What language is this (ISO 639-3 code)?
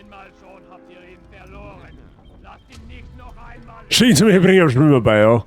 bar